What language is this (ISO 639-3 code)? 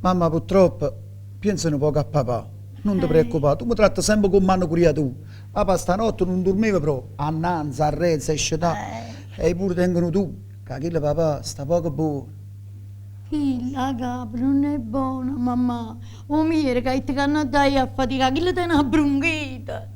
nap